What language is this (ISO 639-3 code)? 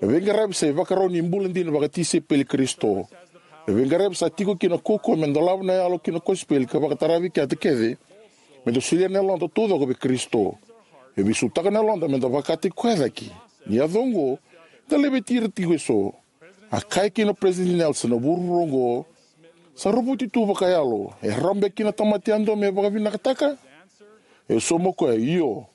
fij